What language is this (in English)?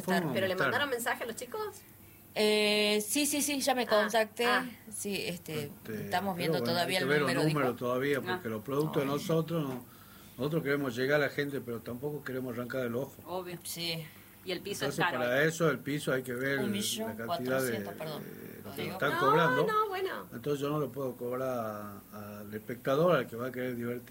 Spanish